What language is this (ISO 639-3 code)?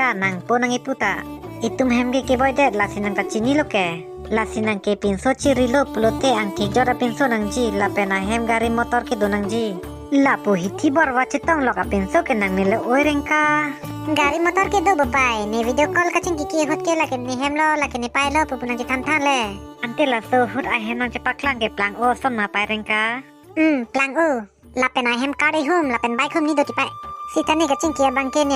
mjw